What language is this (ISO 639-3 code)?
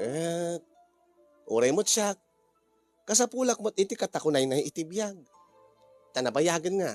ilo